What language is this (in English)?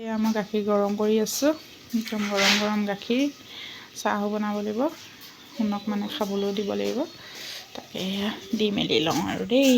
Assamese